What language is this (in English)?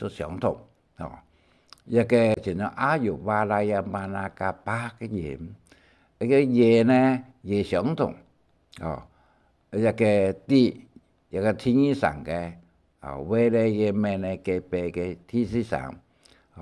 Hakka Chinese